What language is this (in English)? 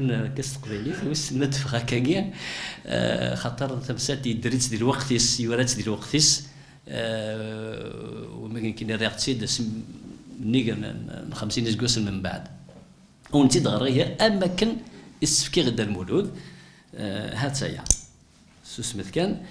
Kabyle